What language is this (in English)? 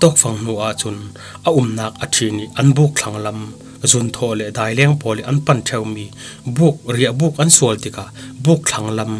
Falam Chin